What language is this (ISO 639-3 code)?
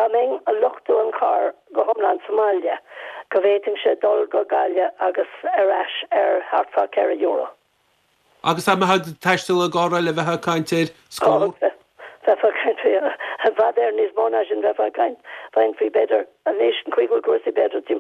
gle